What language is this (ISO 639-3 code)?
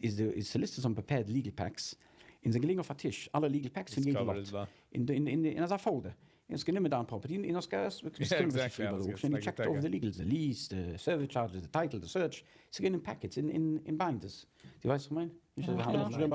yid